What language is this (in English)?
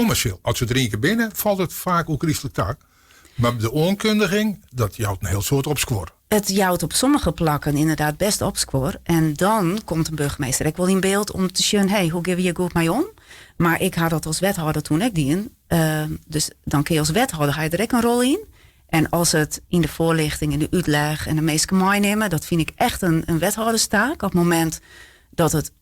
Western Frisian